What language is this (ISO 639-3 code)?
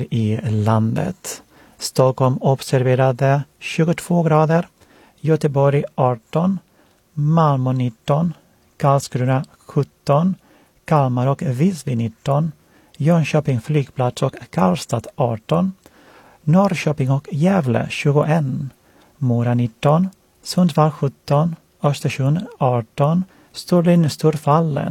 swe